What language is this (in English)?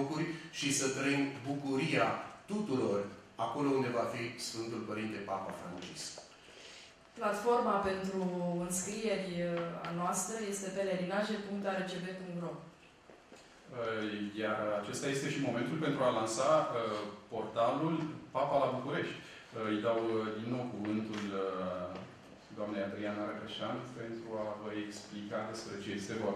Romanian